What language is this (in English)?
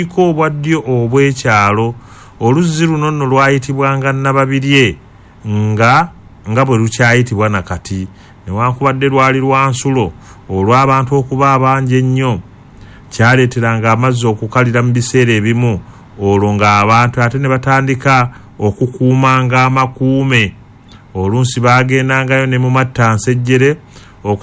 Ganda